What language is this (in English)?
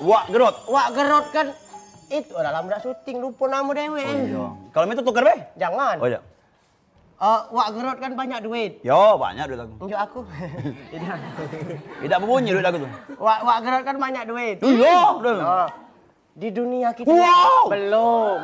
Musi